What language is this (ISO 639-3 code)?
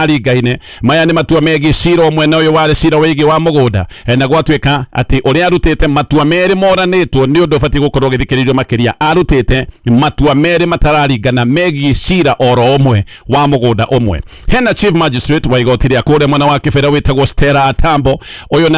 kik